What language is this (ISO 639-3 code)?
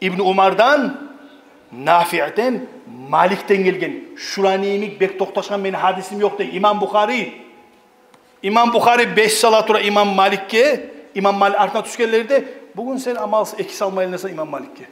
kum